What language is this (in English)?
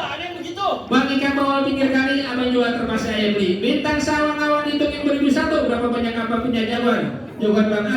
Betawi